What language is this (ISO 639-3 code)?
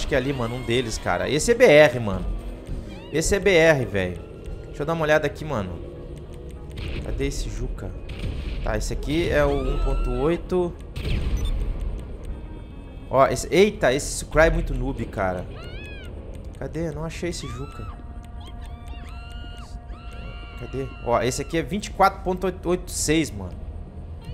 por